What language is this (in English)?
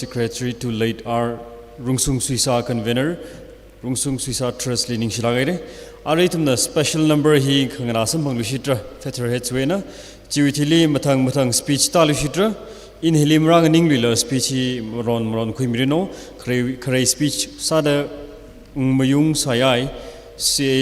Tangkhul Naga (India)